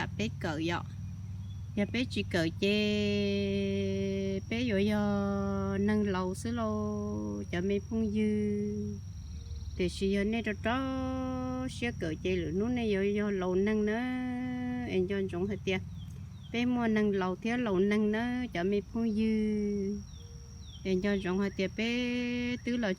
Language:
Hmong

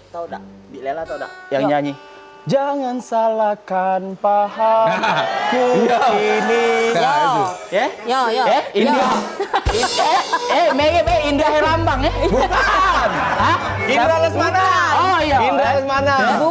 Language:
Musi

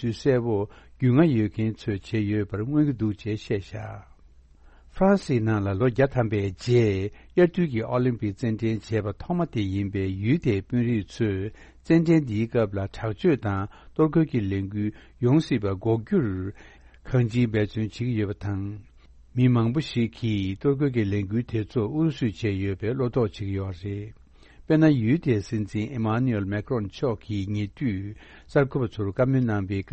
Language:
Tibetan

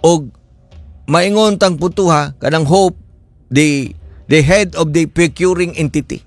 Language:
Cebuano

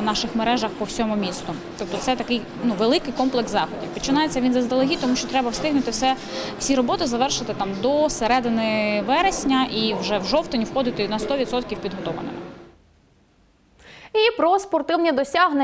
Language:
Ukrainian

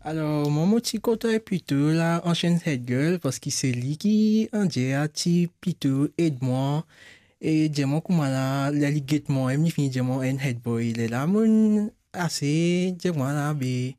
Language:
Morisyen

